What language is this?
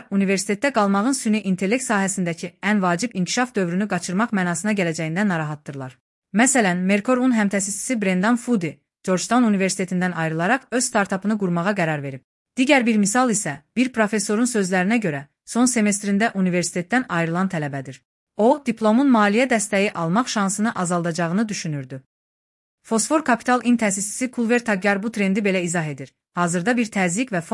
Azerbaijani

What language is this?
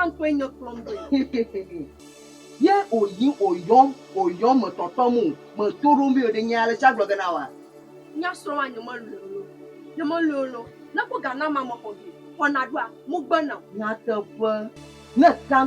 Ewe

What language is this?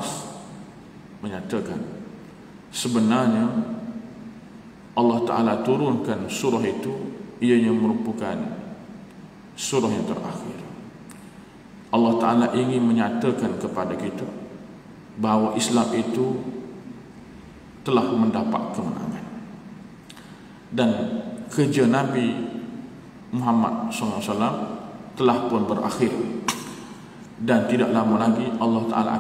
Malay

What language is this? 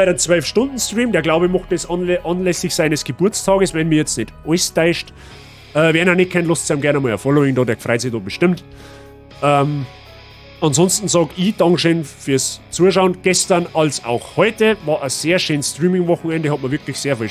Bavarian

